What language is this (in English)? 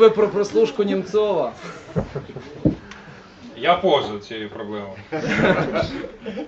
Ukrainian